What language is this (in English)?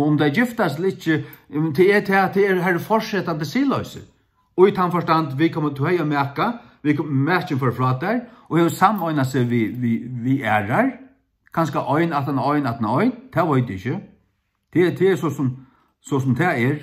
Faroese